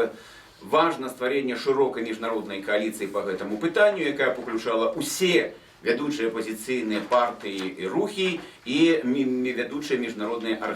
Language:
Belarusian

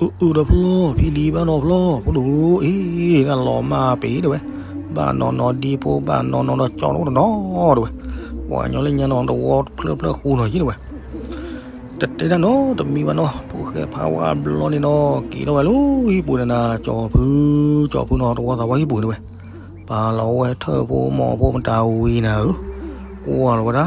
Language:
S'gaw Karen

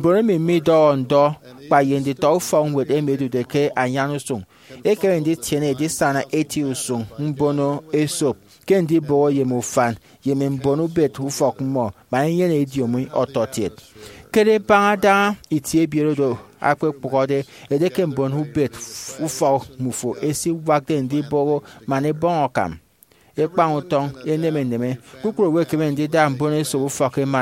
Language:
Efik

